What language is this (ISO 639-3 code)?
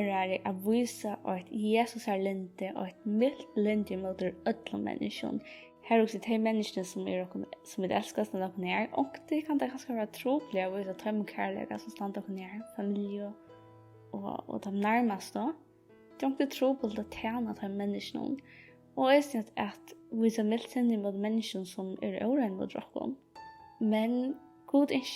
fao